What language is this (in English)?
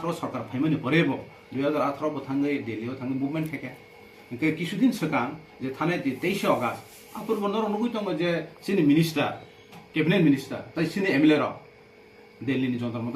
Kok Borok